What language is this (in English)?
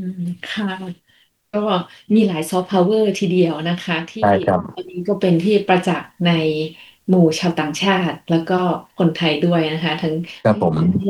Thai